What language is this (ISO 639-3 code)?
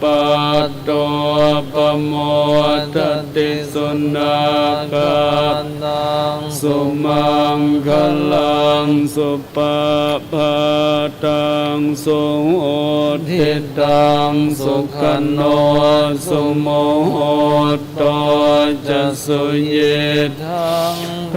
pli